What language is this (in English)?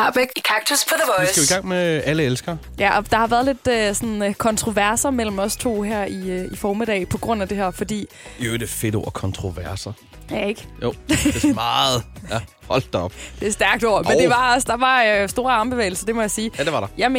Danish